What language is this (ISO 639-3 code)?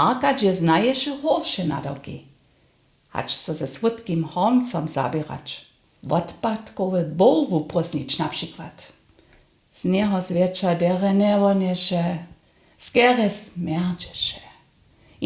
hsb